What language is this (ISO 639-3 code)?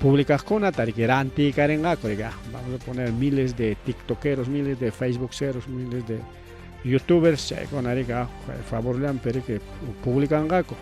quy